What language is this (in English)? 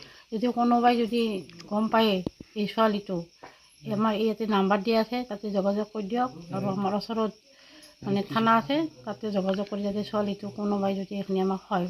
Assamese